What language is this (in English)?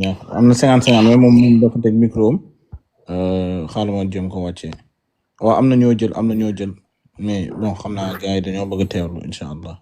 Wolof